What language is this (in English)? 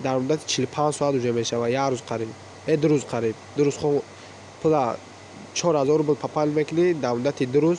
Tajik